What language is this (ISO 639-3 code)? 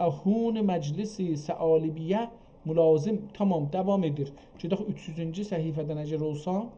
azb